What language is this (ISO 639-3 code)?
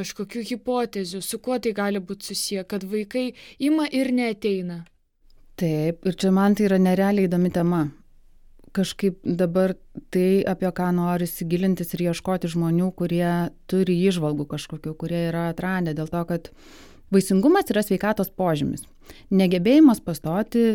lit